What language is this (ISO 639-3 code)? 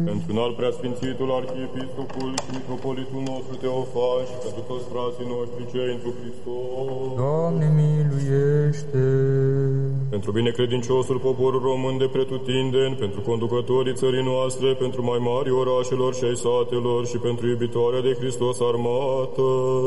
ron